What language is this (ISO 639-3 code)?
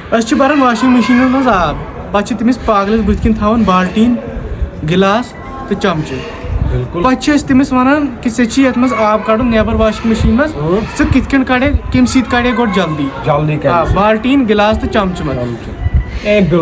kas